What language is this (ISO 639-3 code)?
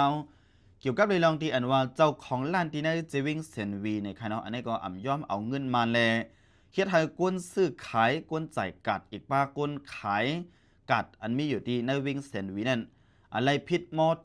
shn